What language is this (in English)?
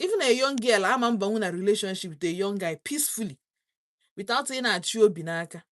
Igbo